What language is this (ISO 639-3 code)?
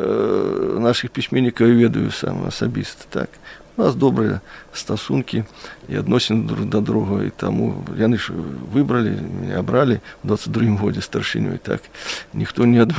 bel